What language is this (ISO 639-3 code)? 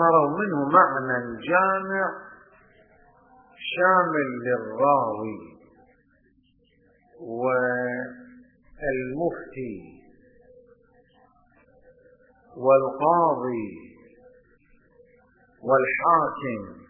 ara